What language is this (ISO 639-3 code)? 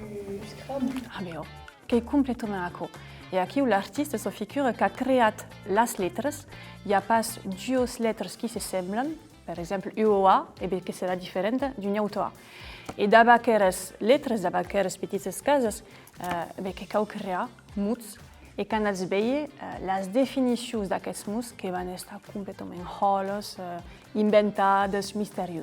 oci